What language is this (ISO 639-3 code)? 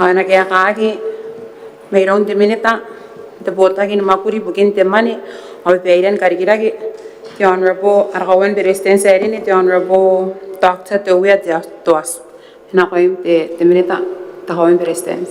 gil